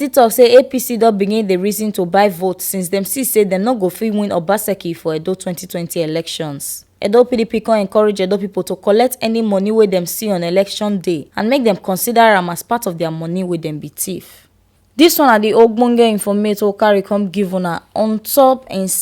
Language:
Nigerian Pidgin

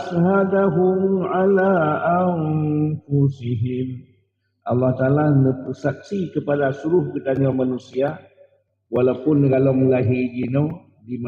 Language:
Achinese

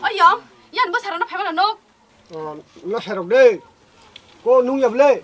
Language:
Kok Borok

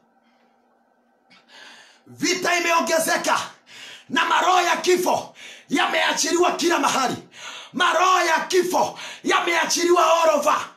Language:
Swahili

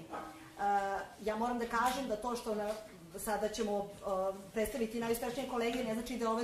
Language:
Serbian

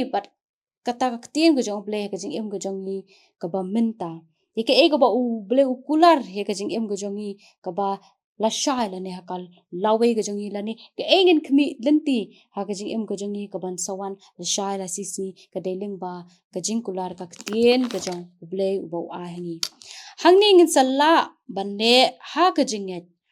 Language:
Khasi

